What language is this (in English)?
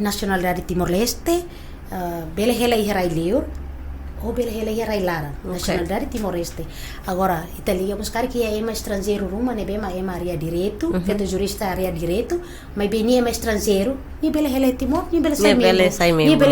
Tetum